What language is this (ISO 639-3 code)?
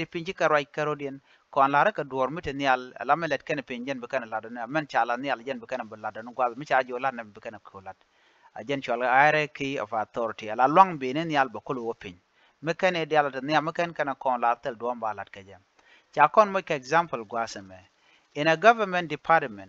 nus